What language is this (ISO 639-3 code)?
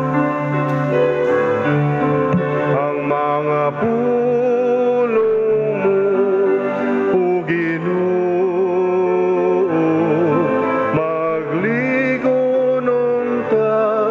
ceb